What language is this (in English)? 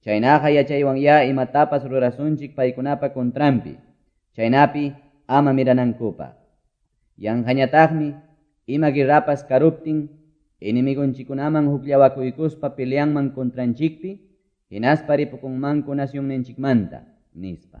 Quechua